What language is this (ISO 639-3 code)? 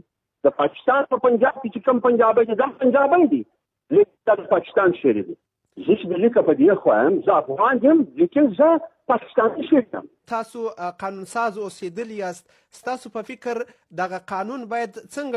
pus